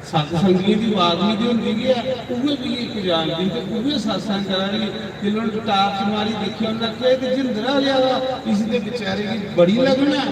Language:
Dogri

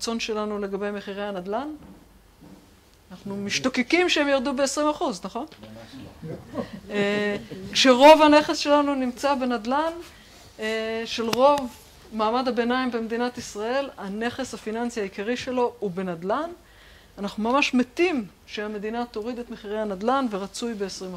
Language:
Hebrew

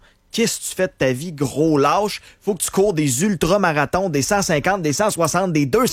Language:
French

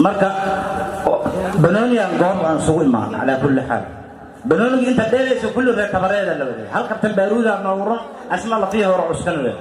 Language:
Somali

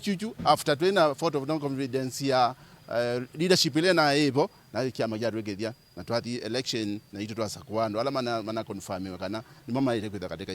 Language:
Kamba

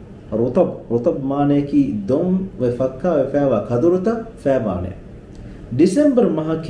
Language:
Divehi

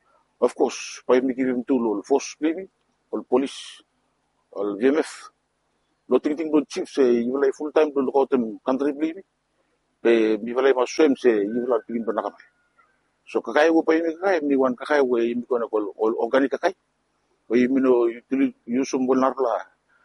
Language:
Bislama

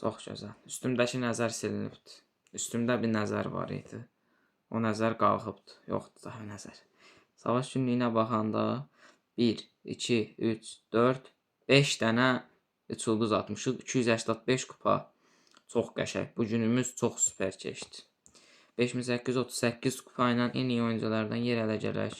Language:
Azerbaijani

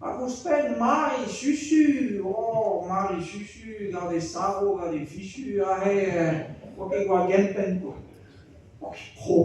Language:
Breton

